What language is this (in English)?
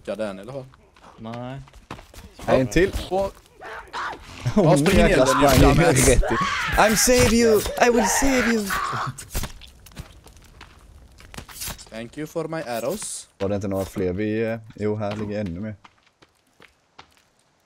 Swedish